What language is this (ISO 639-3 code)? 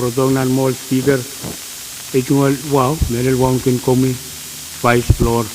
pon